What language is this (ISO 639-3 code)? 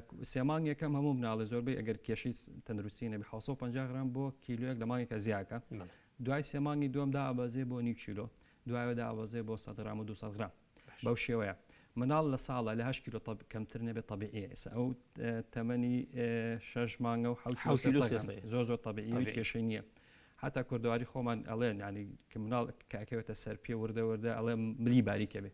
ckb